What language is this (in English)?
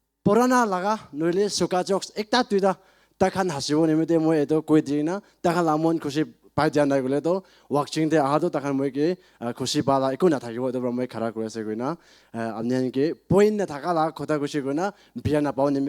Naga Pidgin